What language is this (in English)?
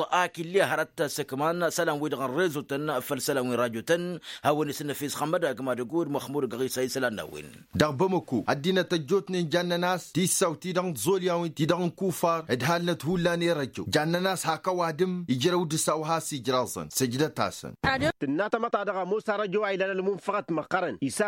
Tamasheq